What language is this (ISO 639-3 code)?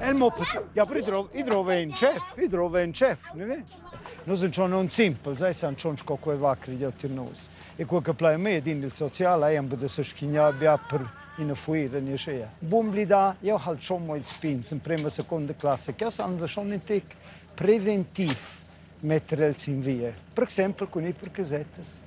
roh